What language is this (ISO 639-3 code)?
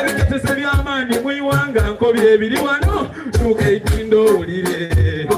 xog